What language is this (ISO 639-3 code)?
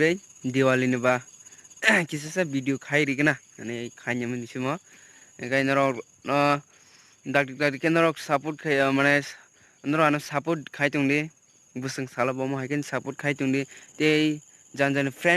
trp